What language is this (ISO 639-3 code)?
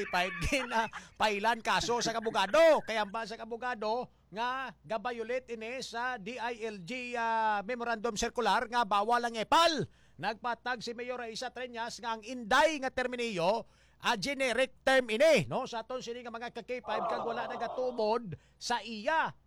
hil